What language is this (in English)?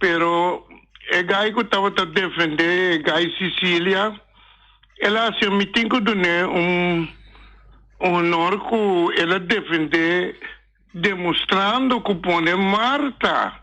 Papiamento